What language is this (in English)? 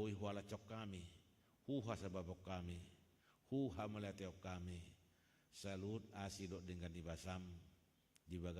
Batak Toba